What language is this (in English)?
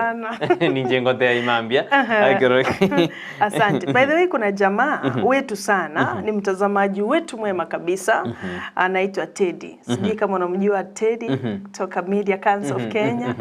Gusii